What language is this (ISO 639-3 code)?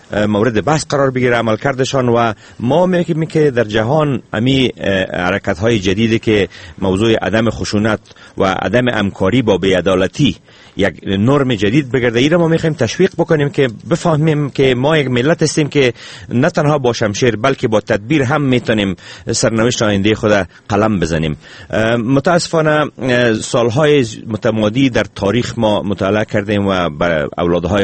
fas